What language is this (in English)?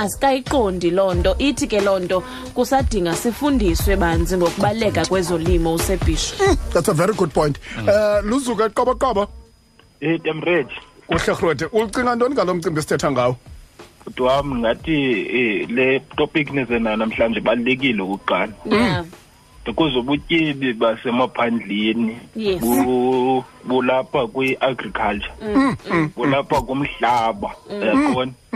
Xhosa